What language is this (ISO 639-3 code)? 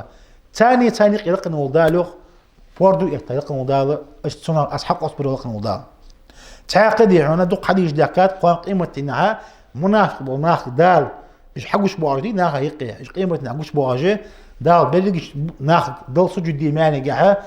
inh